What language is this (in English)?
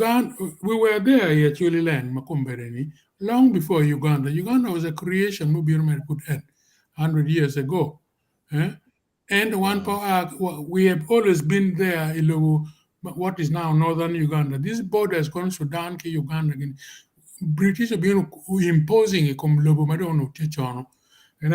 Acoli